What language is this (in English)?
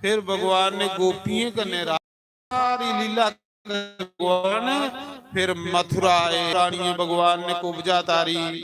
Dogri